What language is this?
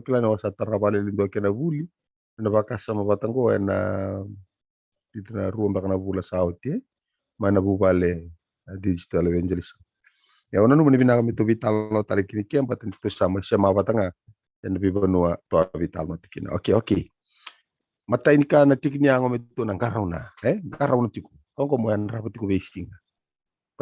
Fijian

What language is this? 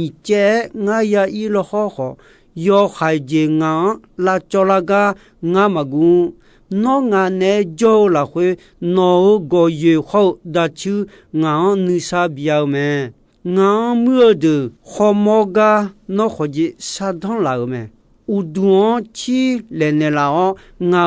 Akha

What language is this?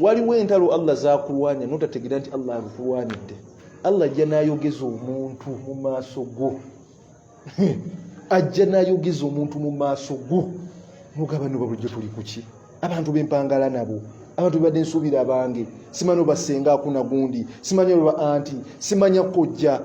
Ganda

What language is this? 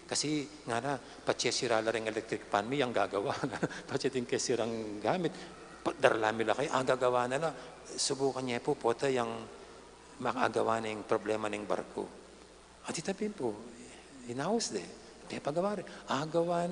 Pampanga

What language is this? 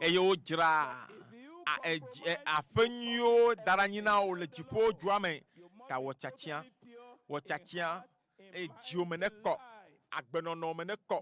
Ewe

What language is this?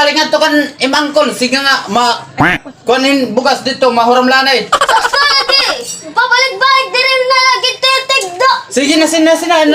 Waray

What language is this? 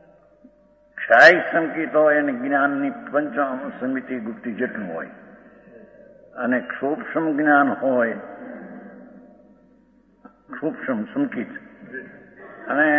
Gujarati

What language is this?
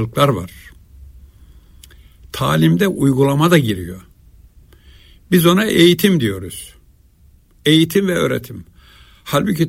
Turkish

